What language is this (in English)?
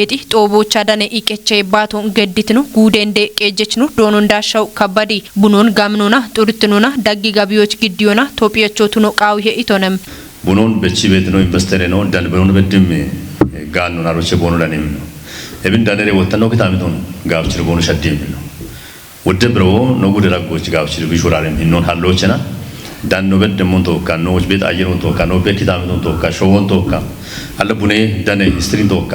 Kafa